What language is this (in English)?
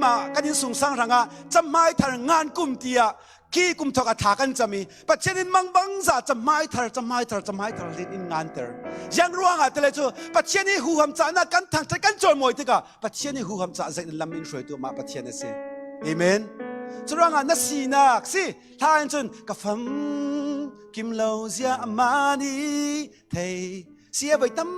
Falam Chin